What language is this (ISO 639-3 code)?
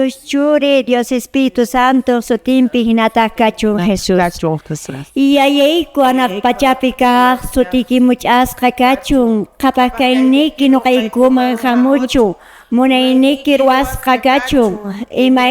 que